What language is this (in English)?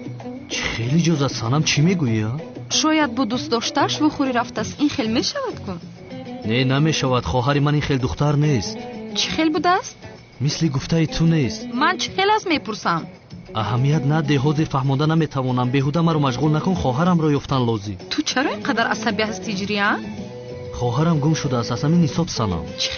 Tajik